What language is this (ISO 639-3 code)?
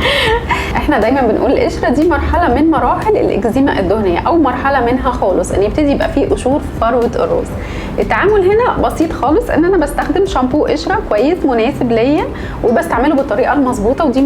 arz